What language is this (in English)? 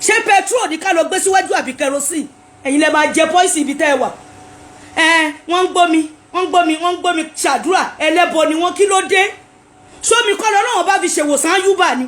Yoruba